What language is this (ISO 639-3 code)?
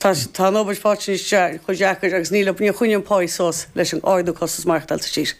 gle